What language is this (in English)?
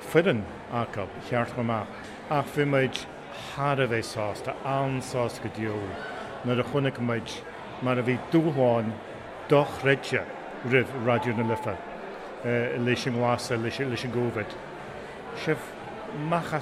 Irish